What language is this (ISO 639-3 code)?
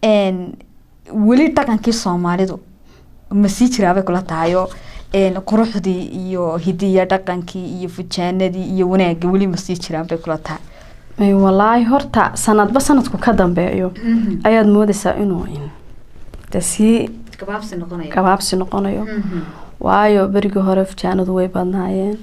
som